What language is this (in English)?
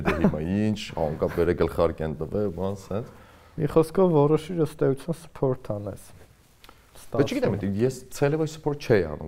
Armenian